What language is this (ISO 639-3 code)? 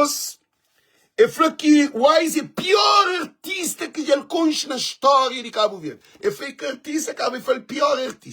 kea